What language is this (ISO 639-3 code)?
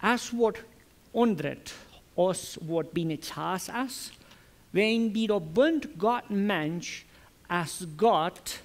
pdt